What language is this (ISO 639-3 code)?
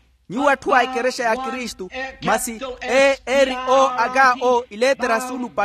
vmw